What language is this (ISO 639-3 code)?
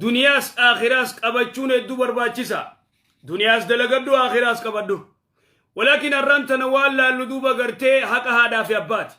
orm